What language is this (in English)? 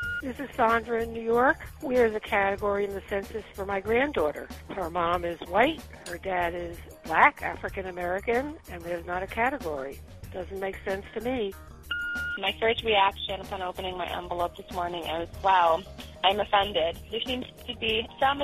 English